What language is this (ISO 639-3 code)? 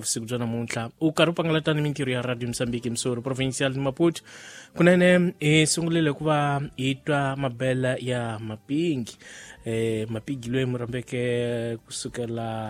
tso